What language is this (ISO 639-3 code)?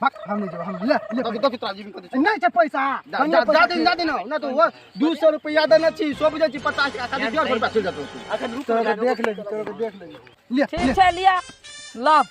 mai